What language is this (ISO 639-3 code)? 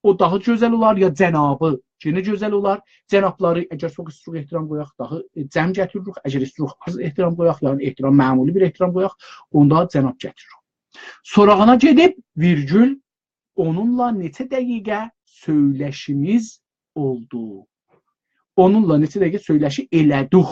azb